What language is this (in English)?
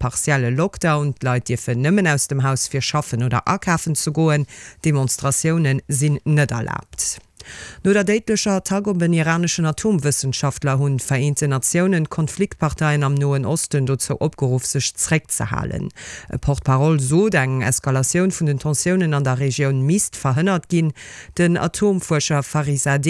Luxembourgish